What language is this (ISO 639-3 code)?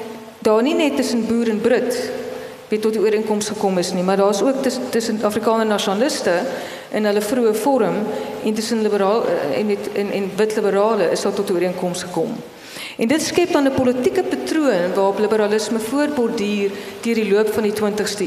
afr